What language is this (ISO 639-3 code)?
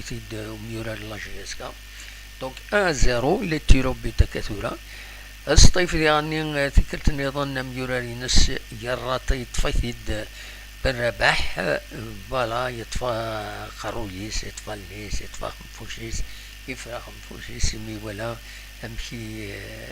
kab